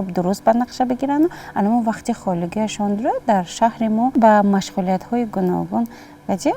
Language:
Tajik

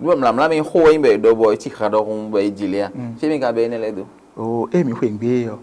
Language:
Fon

